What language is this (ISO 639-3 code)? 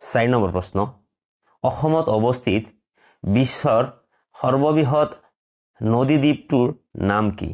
asm